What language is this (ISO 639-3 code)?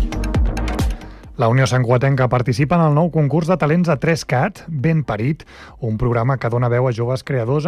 cat